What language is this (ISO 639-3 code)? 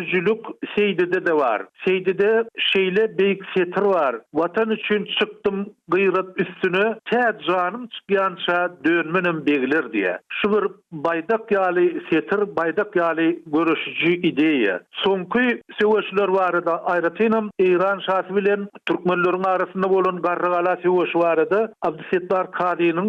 tuk